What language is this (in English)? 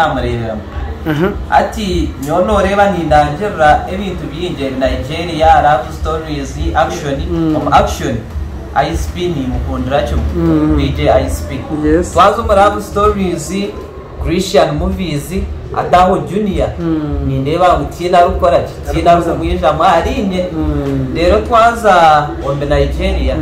Nyankole